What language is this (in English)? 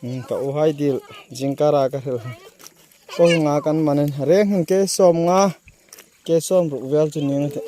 Hmar